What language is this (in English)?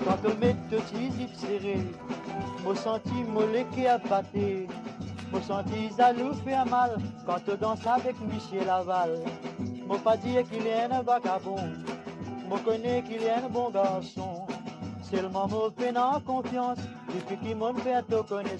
Morisyen